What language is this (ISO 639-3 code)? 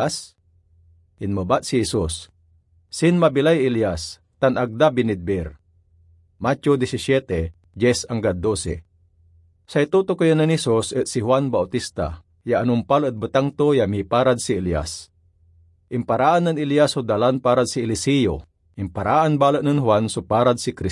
pag